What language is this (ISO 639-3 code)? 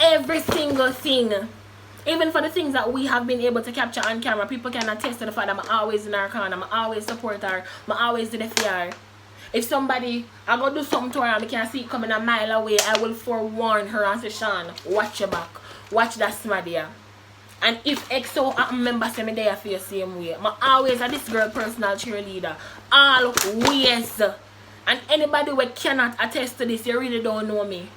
jam